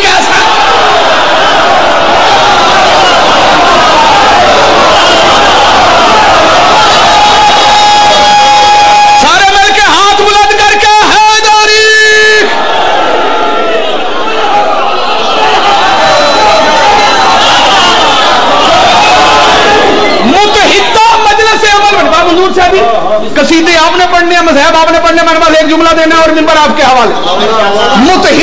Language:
Urdu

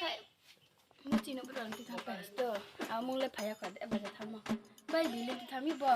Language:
Riang (India)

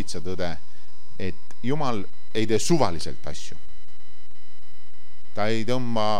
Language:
Estonian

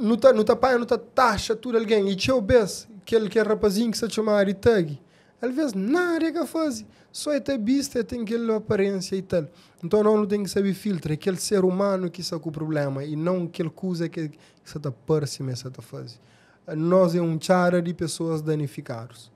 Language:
Kabuverdianu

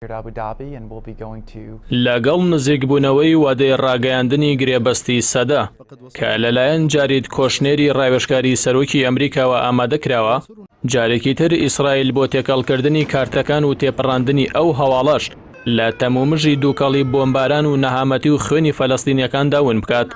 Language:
Central Kurdish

